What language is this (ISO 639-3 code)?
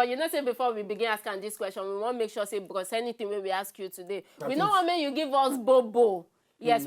pcm